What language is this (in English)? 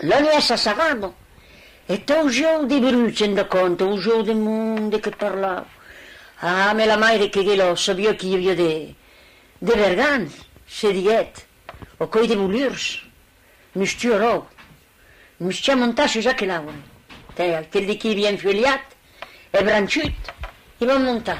Occitan